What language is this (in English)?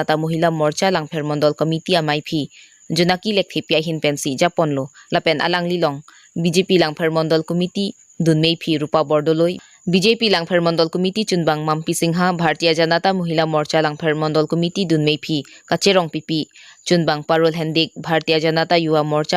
Karbi